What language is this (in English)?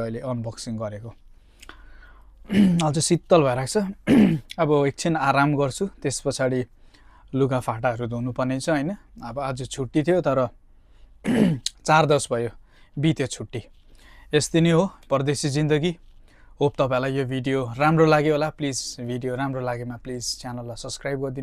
Nepali